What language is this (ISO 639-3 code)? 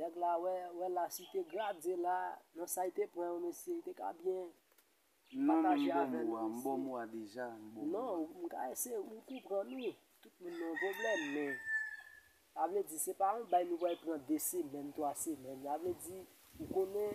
hat